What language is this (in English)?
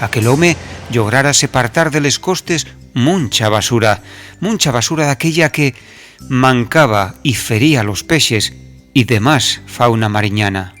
Asturian